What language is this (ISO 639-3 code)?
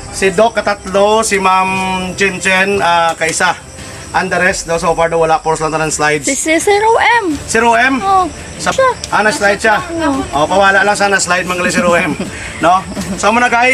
hil